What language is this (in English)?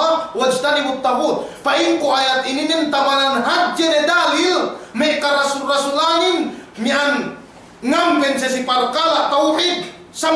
Yakan